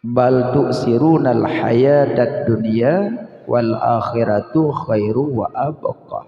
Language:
Achinese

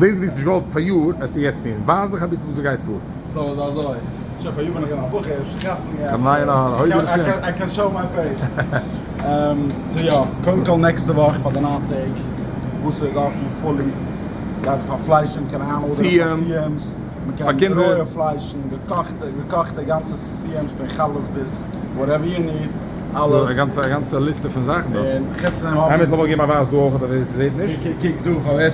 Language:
Yiddish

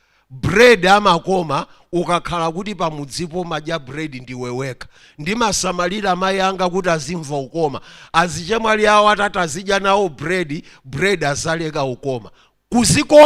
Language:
Nyanja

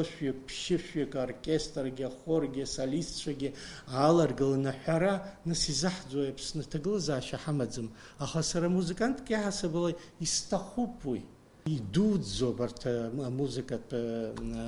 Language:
Abkhazian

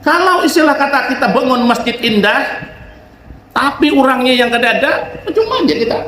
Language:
Banjar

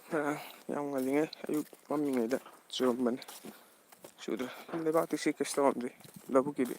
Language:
Manipuri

